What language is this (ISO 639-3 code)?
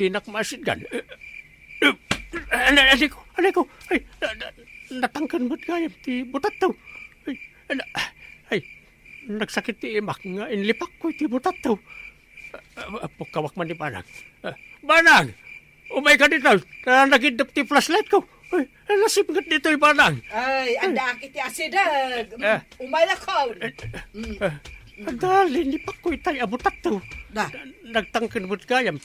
ilo